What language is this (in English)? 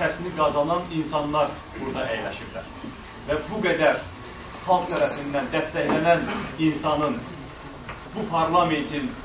Azerbaijani